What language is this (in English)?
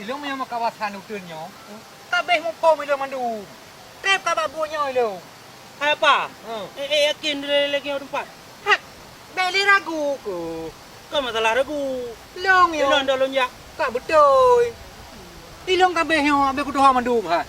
Achinese